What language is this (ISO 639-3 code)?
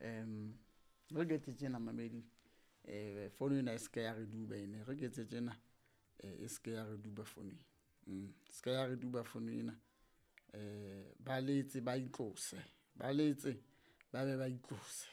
sot